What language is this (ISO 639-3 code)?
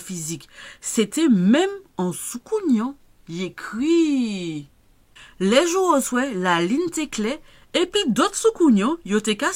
gcf